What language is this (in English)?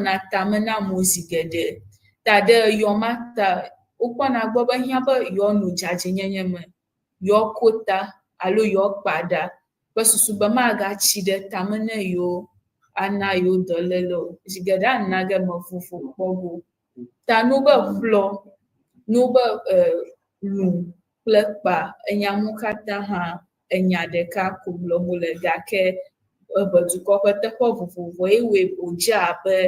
Ewe